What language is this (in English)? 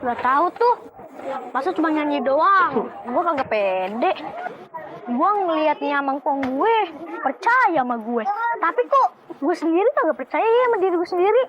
Betawi